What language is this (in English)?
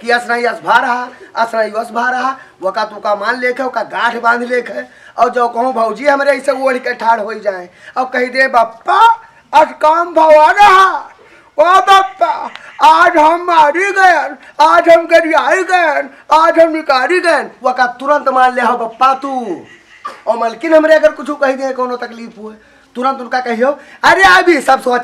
Awadhi